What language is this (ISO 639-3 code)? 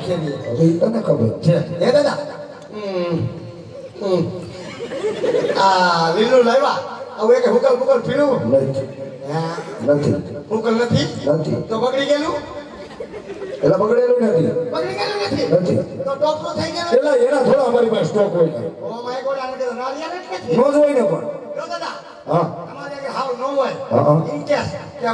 guj